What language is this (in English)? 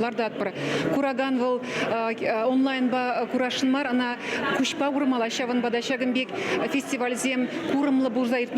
Chuvash